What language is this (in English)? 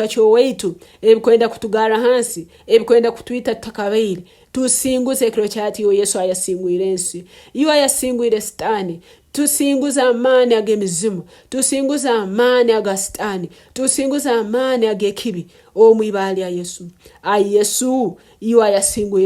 Tooro